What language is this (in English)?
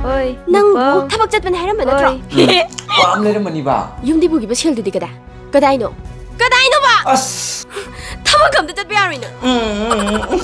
Manipuri